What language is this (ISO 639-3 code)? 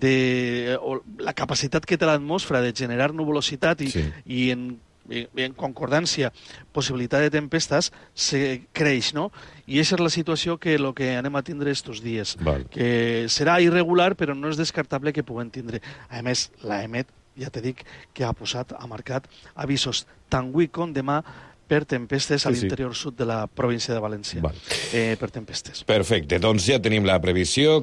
cat